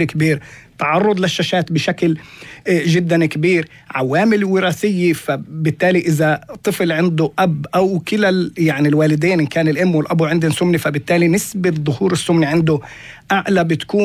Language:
North Levantine Arabic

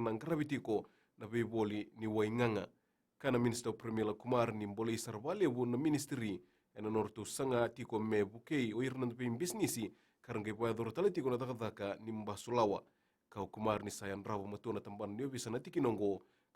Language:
Fijian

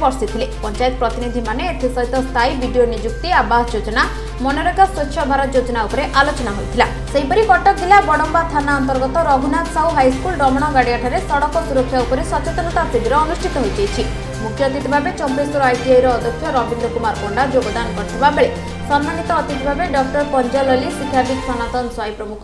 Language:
Odia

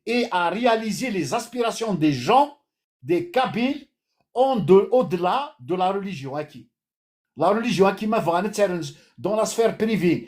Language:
Kabyle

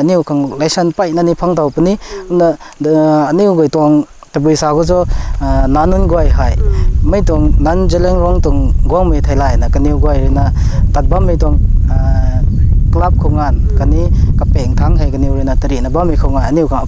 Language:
Rongmei Naga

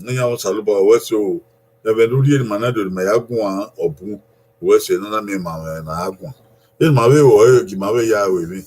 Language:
Bini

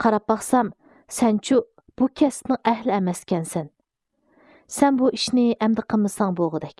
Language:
Uyghur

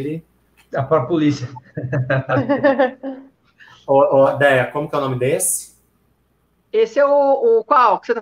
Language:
Portuguese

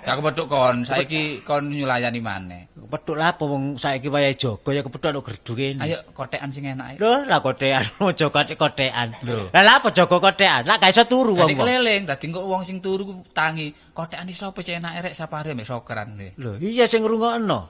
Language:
Javanese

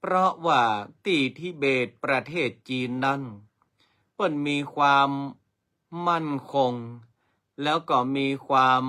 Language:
Northern Thai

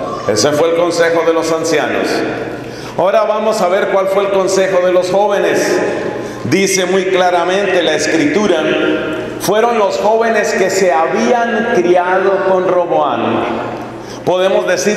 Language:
Spanish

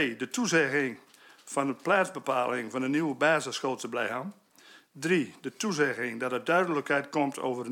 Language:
Dutch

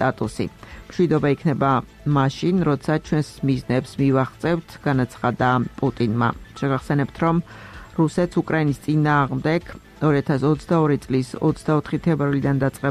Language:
Georgian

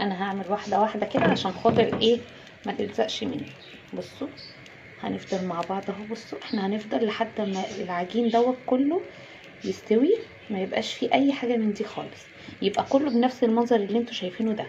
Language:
Egyptian Arabic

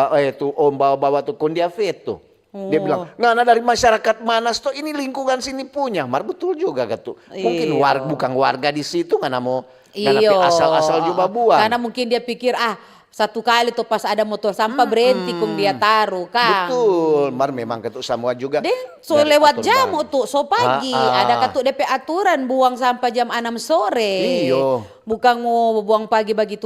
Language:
Manado Malay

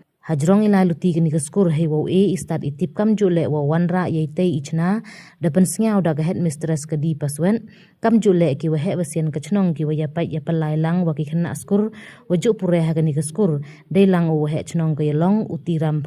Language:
Pnar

